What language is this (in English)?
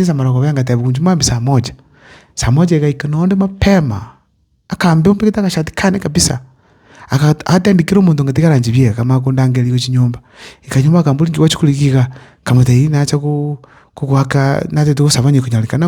Gusii